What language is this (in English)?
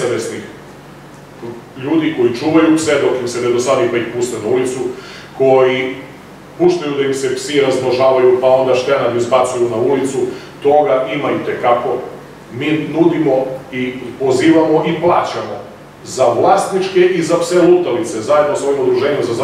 Serbian